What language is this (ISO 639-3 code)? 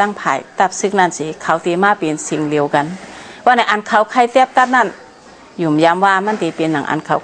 shn